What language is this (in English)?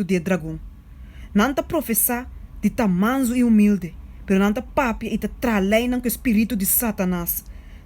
Papiamento